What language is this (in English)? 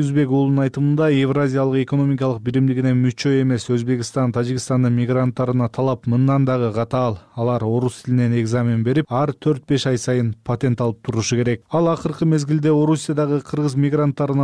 Kyrgyz